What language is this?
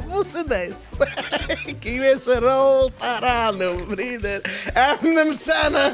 Yiddish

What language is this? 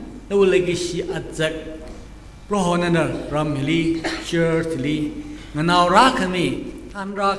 Tangkhul Naga (India)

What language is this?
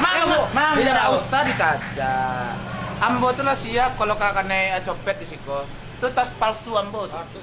Minangkabau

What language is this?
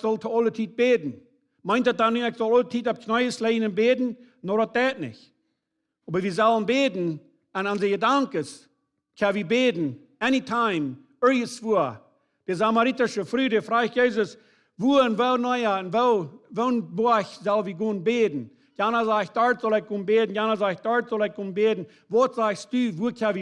Plautdietsch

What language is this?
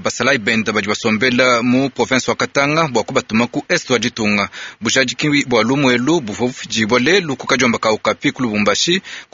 Luba-Lulua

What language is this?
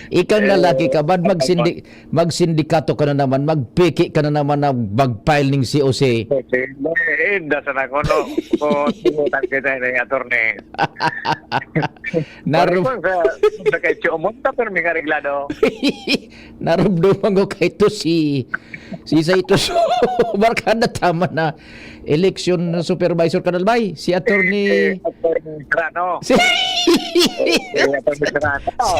Bikol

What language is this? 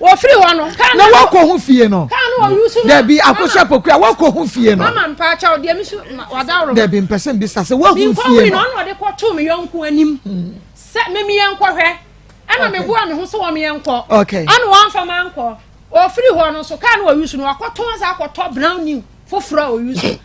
Akan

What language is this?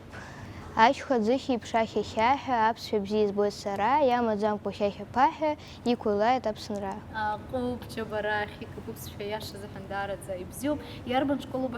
Abkhazian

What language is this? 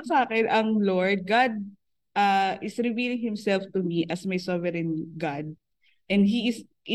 Filipino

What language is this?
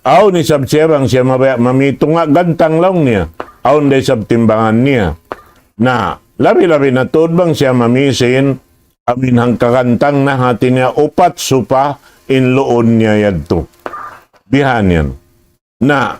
Tausug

